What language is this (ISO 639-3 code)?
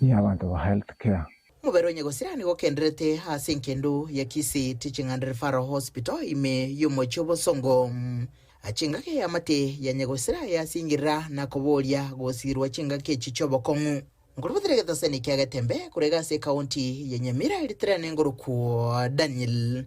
guz